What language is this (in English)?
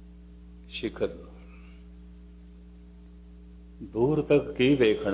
Punjabi